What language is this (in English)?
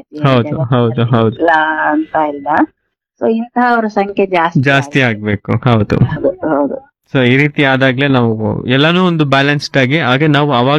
Kannada